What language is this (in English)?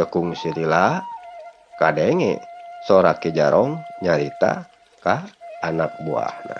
Sundanese